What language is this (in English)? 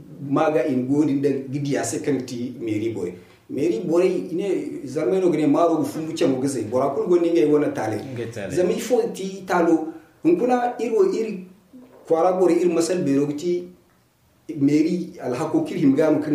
Zarma